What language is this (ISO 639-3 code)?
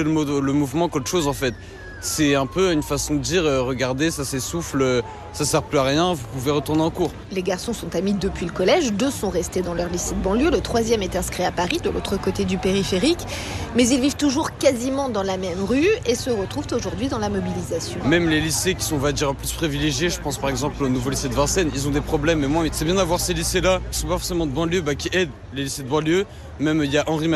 fra